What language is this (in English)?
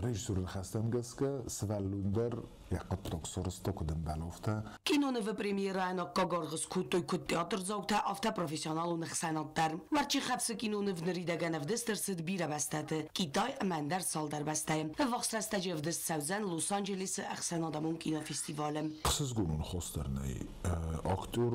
Ossetic